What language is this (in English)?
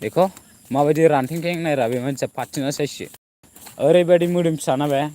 Bodo